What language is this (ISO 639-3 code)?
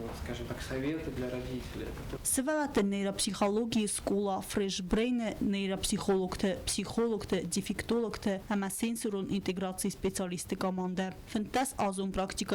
oss